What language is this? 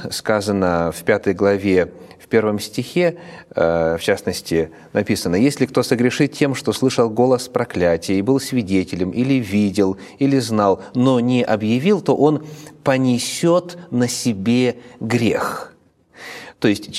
Russian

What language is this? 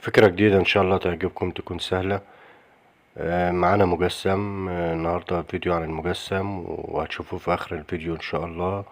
Egyptian Arabic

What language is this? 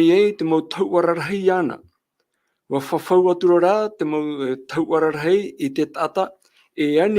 Tahitian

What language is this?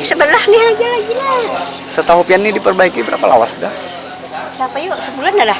Banjar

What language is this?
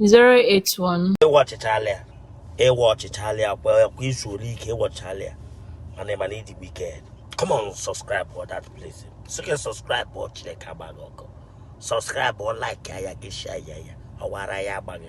Igbo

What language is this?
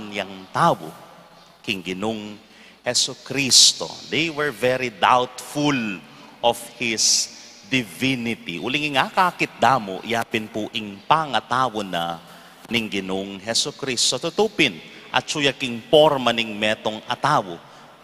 Pampanga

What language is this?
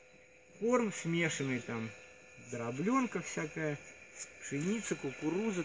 Russian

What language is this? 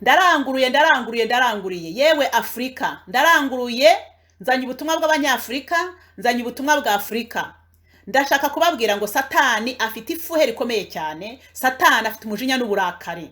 Kinyarwanda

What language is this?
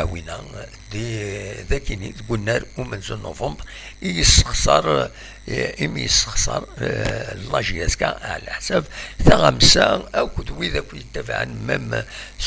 Kabyle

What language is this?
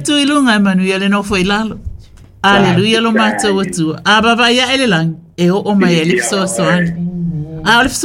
Samoan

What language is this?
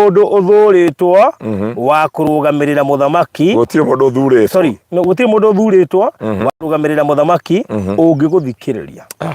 Kikuyu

